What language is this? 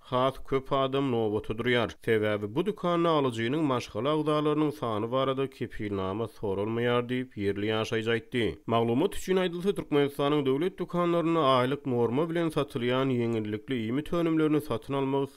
Turkmen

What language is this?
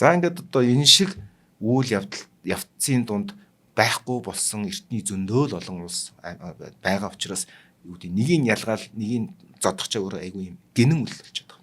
Mongolian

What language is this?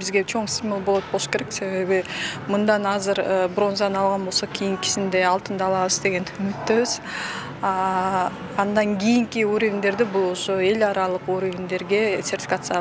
Kyrgyz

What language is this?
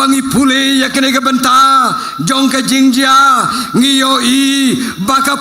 Khasi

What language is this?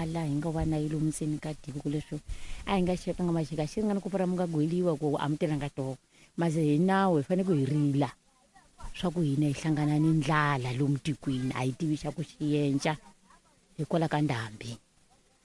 Tsonga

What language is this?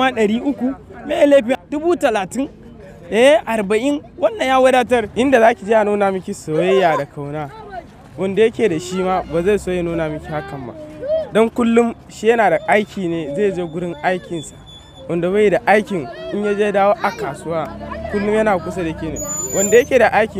Hausa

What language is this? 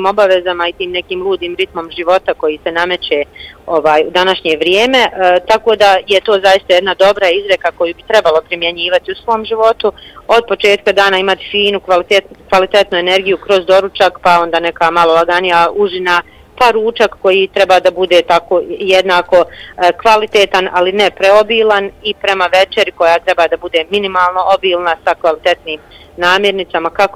Bosnian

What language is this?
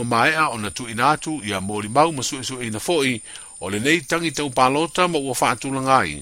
Samoan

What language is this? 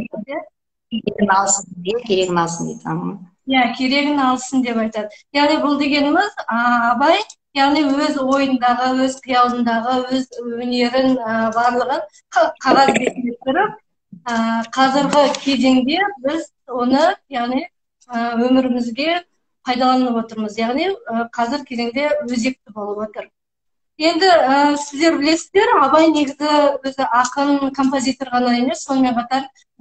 Kazakh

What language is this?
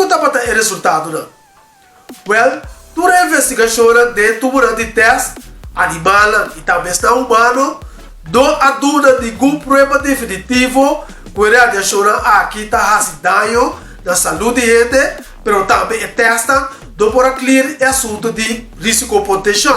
Papiamento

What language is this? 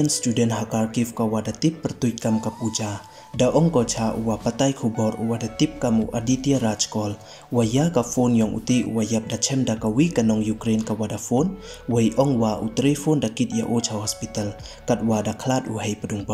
Pnar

